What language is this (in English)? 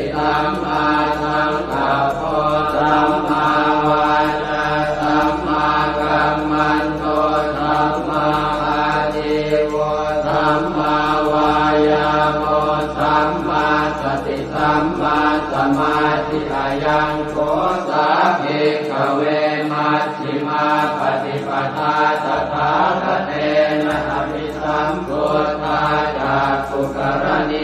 Pali